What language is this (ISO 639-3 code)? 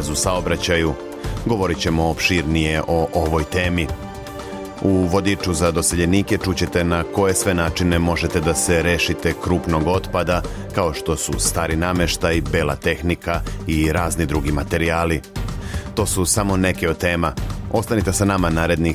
srp